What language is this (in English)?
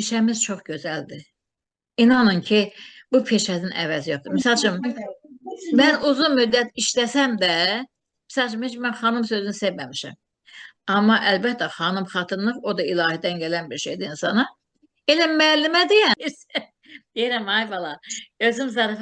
Azerbaijani